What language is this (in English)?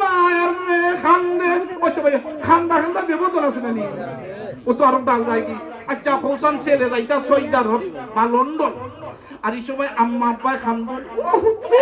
Sylheti